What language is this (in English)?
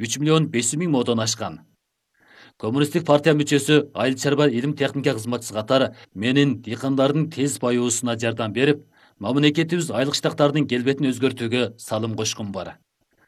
Kyrgyz